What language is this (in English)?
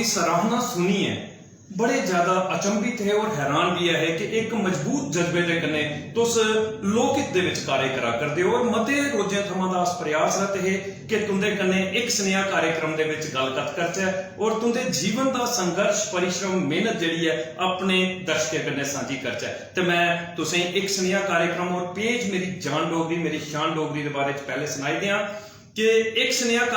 Dogri